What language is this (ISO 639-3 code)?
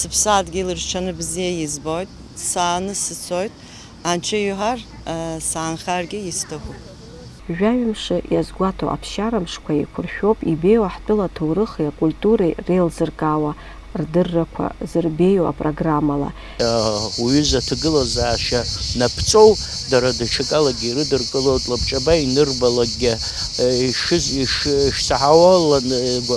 abk